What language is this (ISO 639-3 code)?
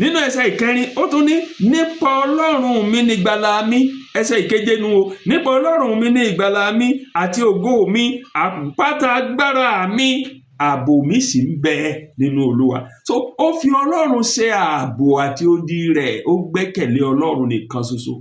yor